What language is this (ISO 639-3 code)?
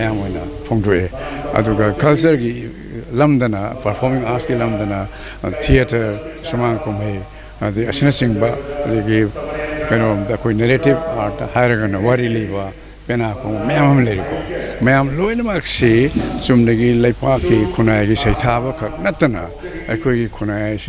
mni